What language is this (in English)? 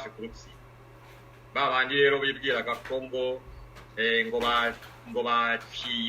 Kinyarwanda